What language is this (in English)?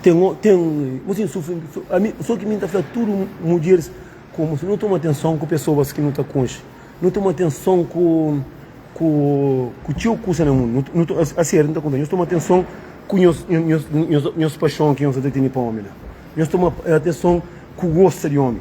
Kabuverdianu